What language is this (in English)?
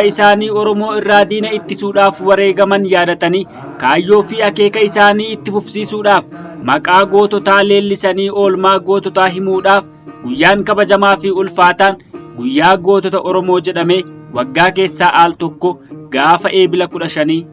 Oromo